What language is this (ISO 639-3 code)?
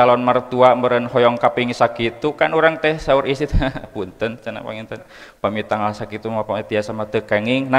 sun